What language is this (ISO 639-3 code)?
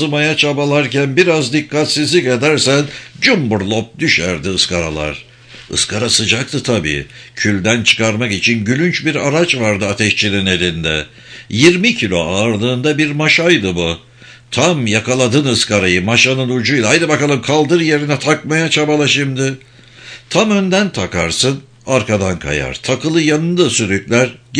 tur